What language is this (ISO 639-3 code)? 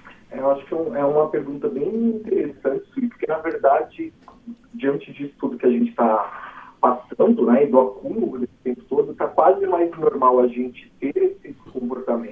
por